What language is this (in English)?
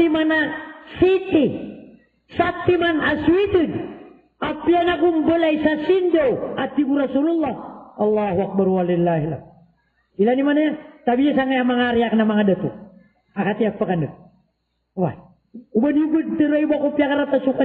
Maranao